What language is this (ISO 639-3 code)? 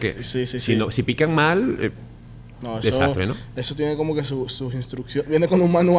spa